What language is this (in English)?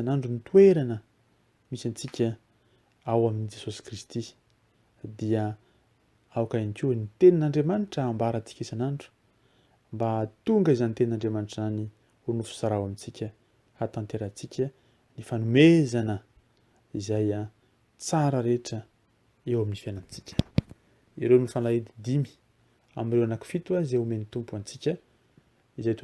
Malagasy